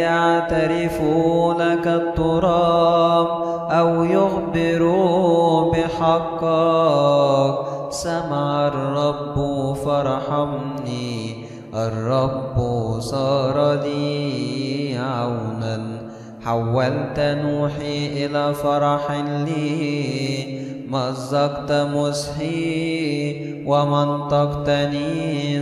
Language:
Arabic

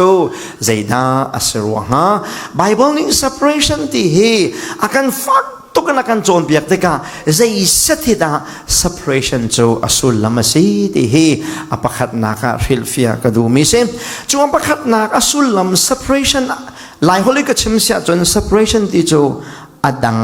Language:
Falam Chin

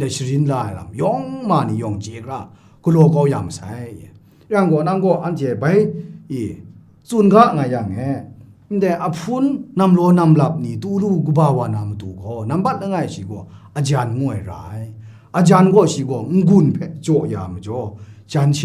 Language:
Kachin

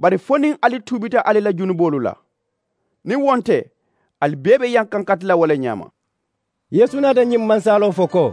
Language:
Mandingo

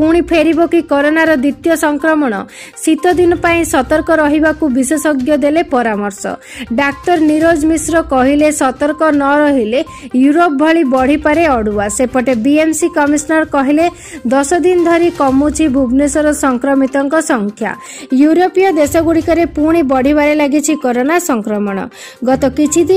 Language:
Odia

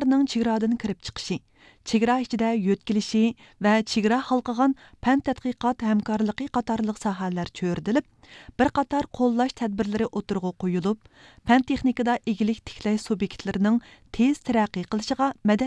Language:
Uyghur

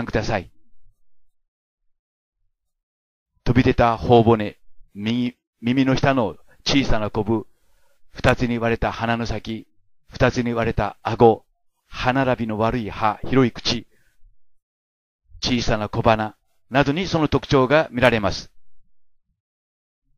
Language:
Japanese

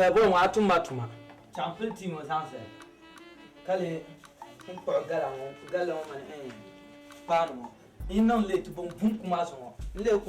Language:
Dagbani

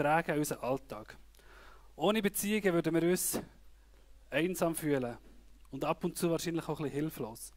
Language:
Swiss German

